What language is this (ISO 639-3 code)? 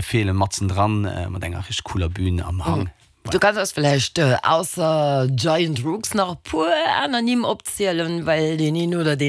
ltz